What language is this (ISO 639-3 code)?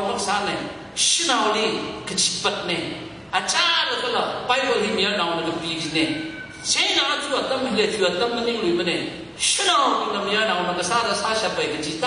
nmf